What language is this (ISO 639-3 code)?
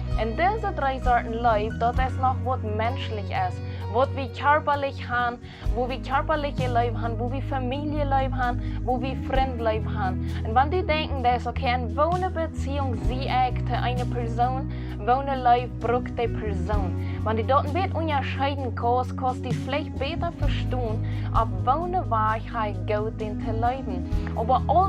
pdt